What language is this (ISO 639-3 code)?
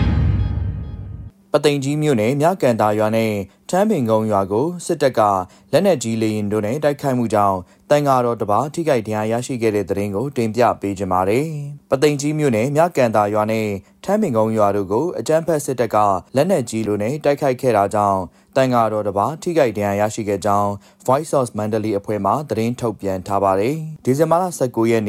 mya